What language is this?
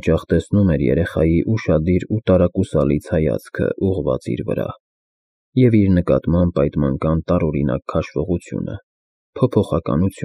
Armenian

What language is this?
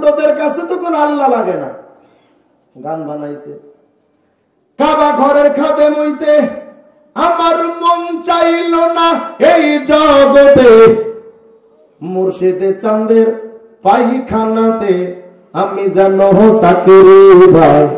Bangla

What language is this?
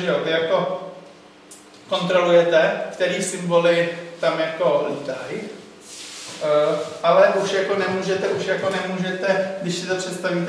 Czech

